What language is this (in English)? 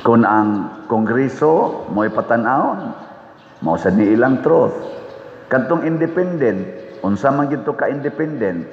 Cebuano